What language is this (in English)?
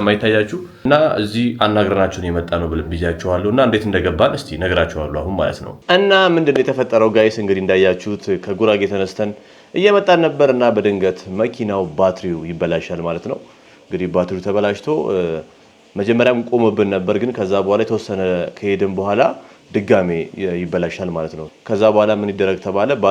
Amharic